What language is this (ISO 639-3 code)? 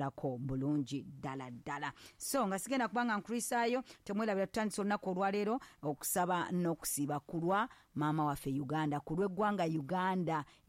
lug